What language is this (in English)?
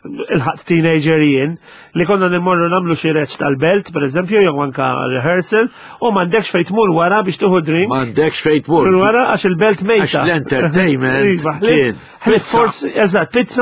Maltese